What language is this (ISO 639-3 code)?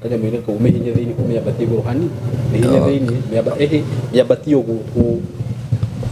kik